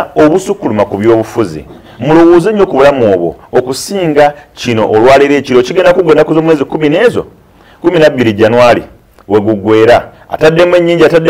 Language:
Ganda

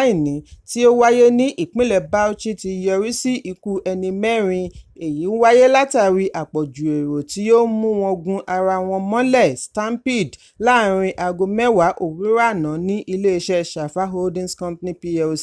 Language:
Yoruba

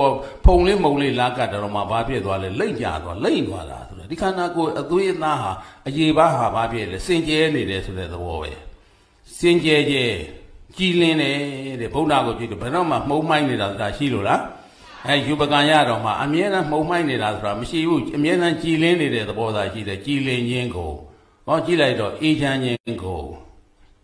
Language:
Burmese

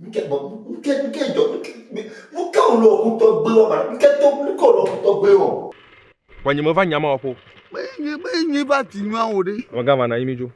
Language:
Ewe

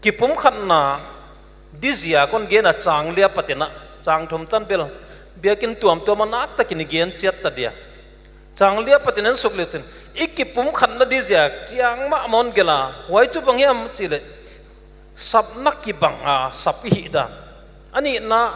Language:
Paite Chin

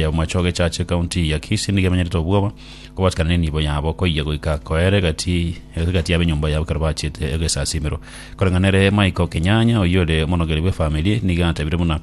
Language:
Gusii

